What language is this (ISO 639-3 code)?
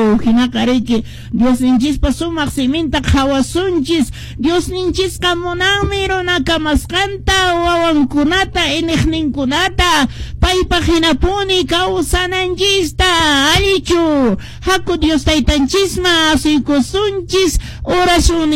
que